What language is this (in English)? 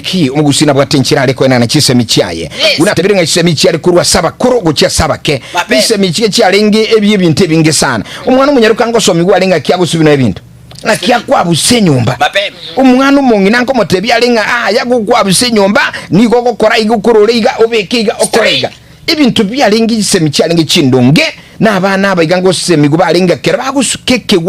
Gusii